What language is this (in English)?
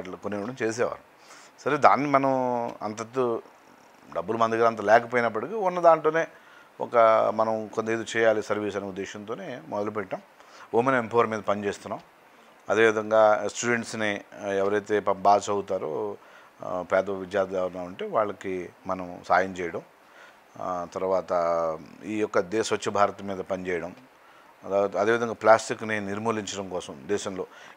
Telugu